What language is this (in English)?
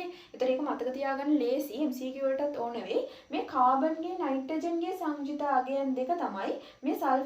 Sinhala